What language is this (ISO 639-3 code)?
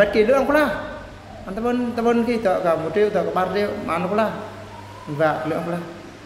bru